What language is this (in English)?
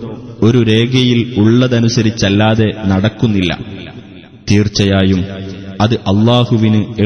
Malayalam